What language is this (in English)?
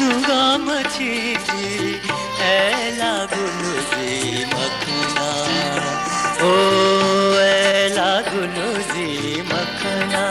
Newari